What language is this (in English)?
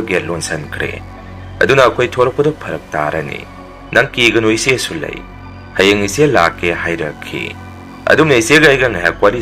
Manipuri